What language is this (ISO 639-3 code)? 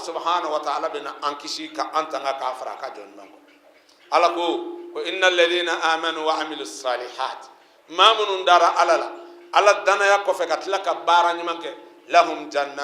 bam